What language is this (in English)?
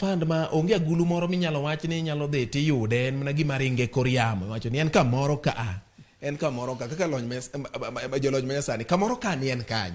Luo (Kenya and Tanzania)